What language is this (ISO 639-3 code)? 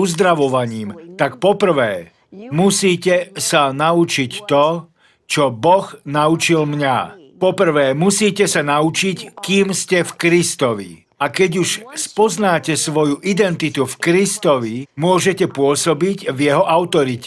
slk